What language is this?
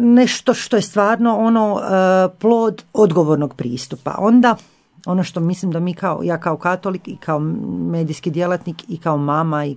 Croatian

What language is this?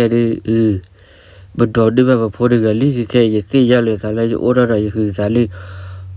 S'gaw Karen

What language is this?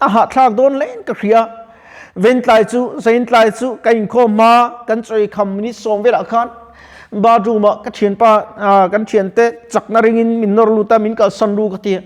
Mizo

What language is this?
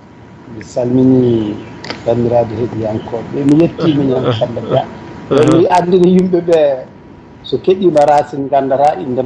Fula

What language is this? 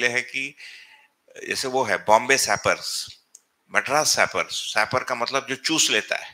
Hindi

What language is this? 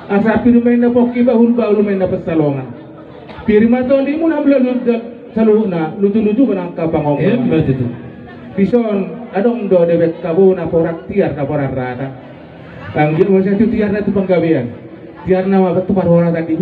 Batak Toba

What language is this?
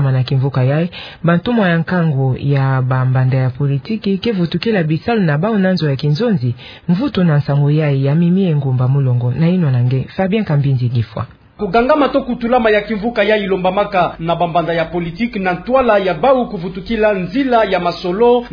Kituba (Democratic Republic of Congo)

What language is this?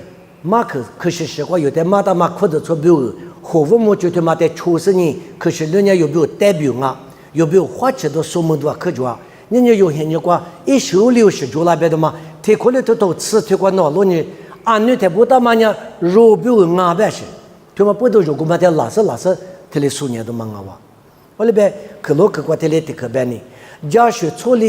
Lisu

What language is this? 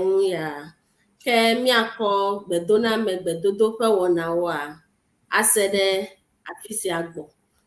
Ewe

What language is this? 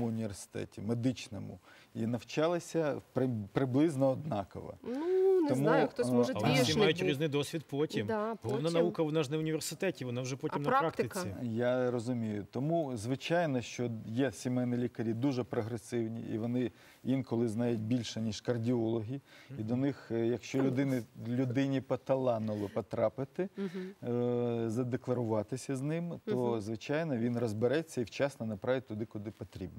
Ukrainian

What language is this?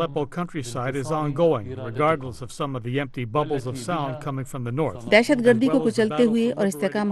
Urdu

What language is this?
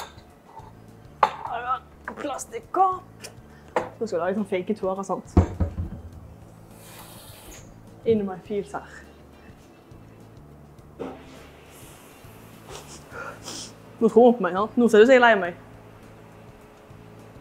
Norwegian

